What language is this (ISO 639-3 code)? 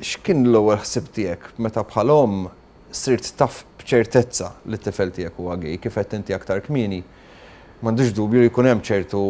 mlt